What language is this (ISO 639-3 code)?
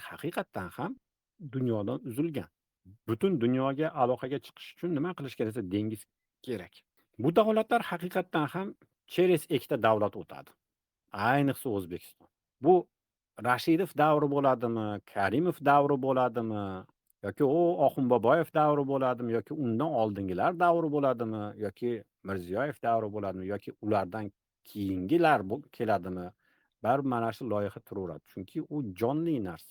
uzb